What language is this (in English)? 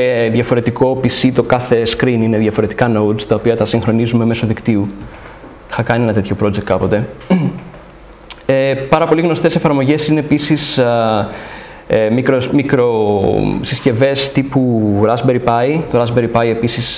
Greek